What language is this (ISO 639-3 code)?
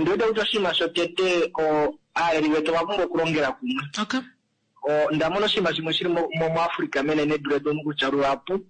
kua